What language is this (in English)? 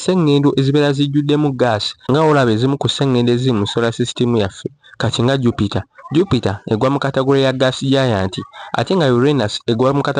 Ganda